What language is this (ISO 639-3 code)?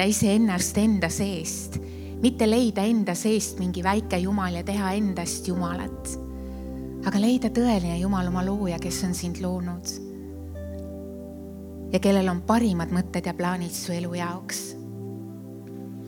est